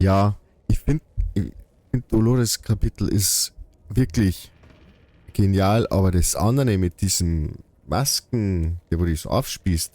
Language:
Bavarian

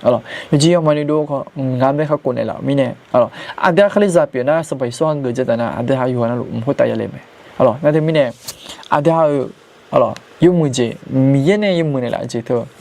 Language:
Akha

